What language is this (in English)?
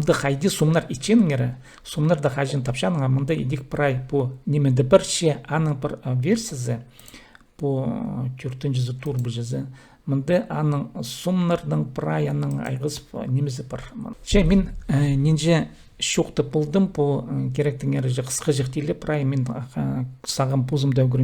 Khakas